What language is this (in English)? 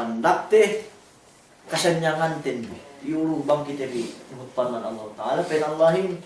Yakan